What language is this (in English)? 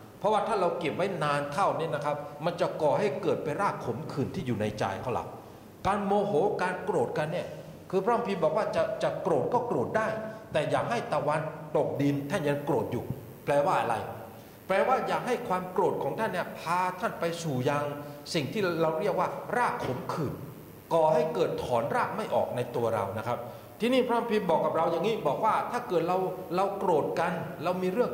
Thai